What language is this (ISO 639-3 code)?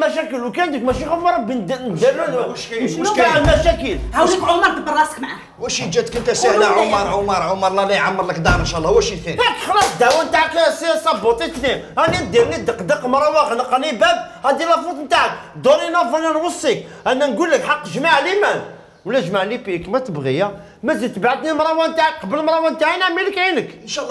arq